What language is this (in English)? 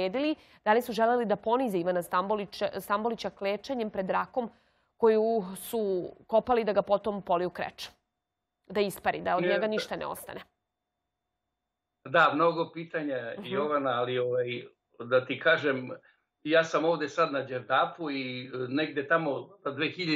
Serbian